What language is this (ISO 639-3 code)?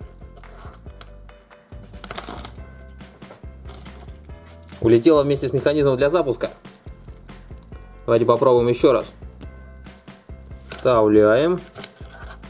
rus